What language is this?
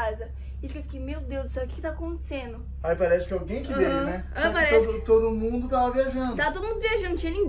Portuguese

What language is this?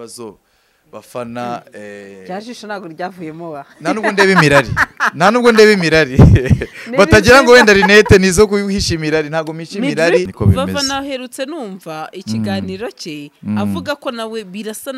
Kinyarwanda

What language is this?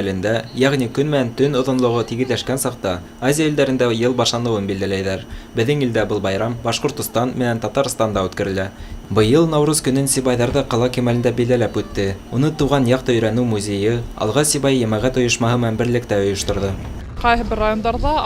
Bashkir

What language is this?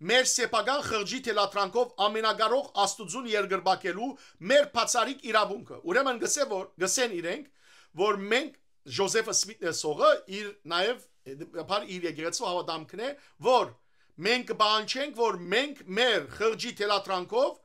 Western Armenian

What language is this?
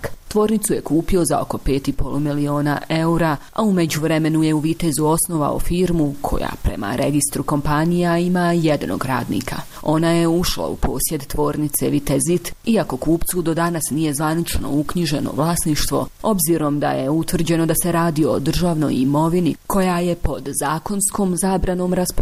Bosnian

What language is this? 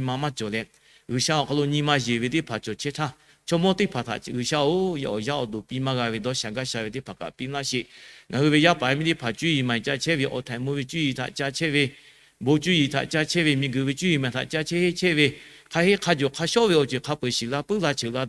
Lahu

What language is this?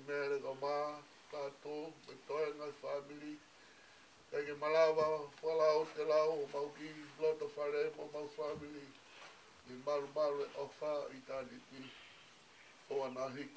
Tongan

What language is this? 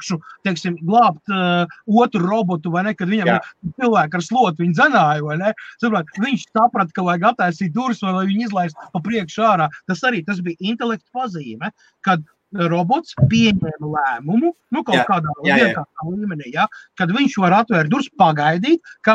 Latvian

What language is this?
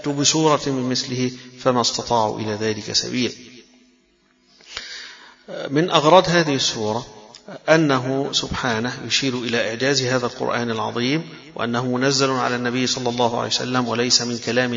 Arabic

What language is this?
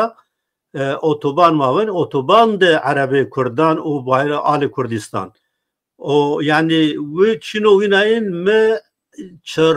Zaza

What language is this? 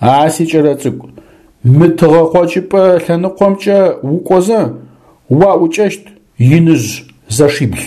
Adyghe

